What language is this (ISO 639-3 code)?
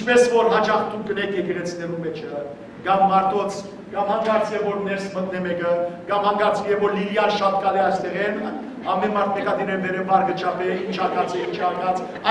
hyw